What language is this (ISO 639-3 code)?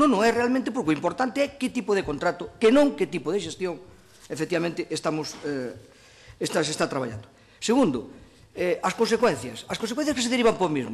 glg